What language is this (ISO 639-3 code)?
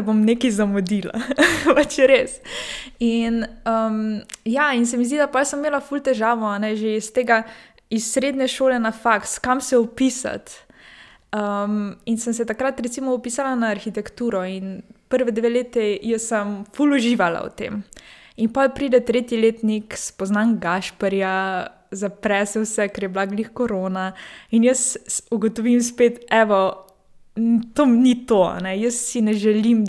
slv